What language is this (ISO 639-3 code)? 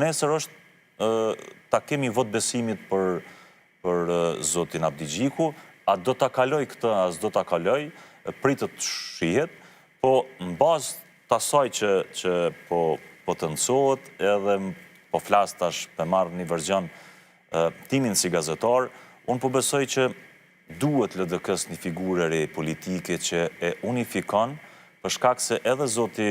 sqi